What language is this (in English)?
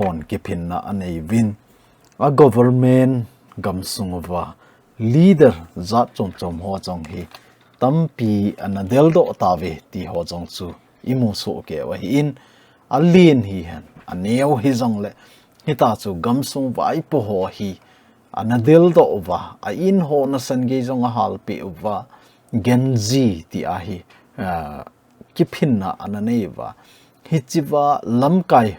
Thado Chin